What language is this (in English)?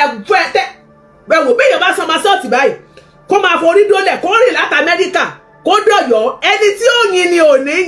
Yoruba